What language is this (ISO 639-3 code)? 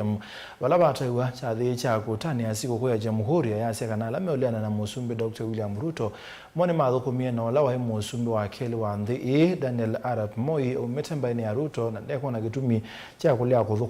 kam